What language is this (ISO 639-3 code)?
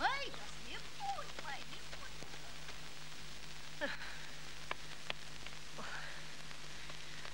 ron